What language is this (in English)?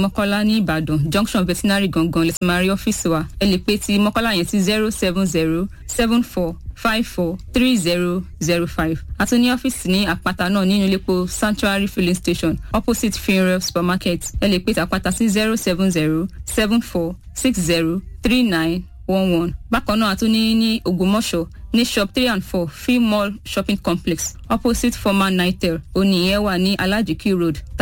Yoruba